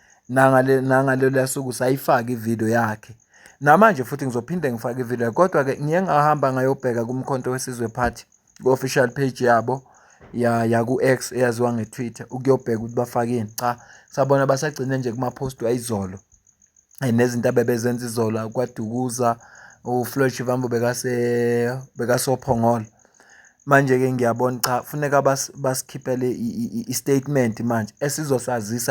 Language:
Zulu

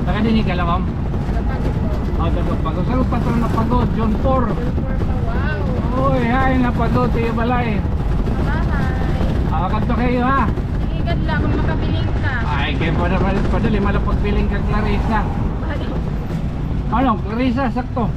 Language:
Waray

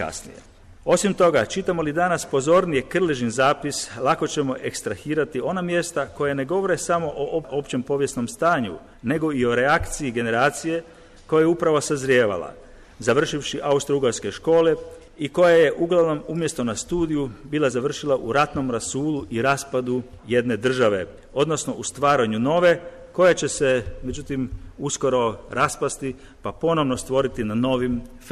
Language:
Croatian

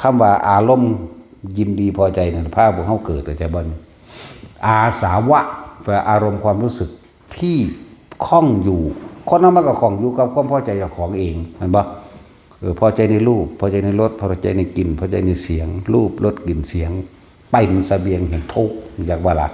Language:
Northeastern Thai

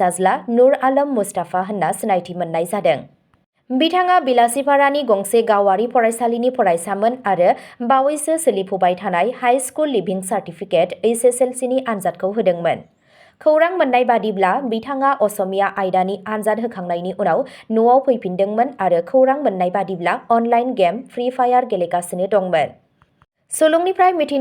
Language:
Bodo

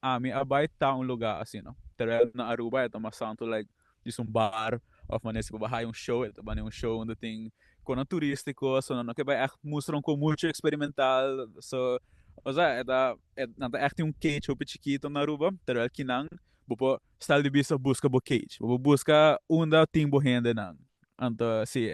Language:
Papiamento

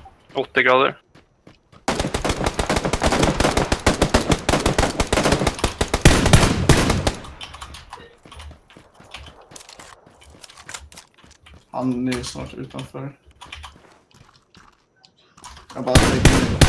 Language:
Swedish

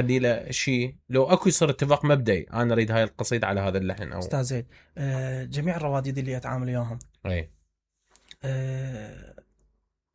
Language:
Mesopotamian Arabic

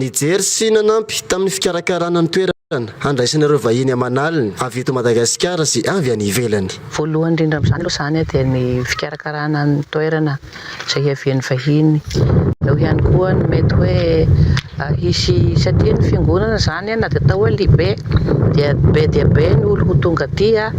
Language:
Malagasy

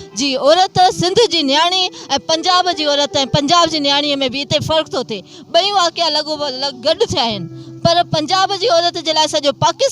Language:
Sindhi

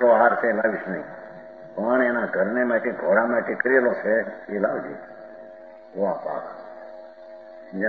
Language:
Gujarati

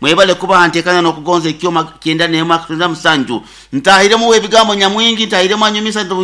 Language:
Nyoro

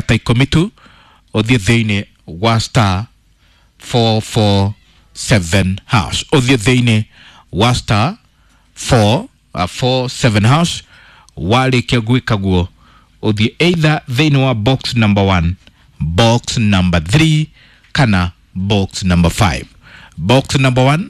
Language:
Kikuyu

